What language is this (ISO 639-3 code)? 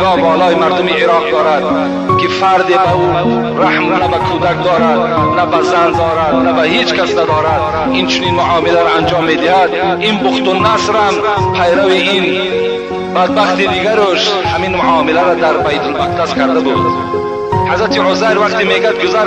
tgk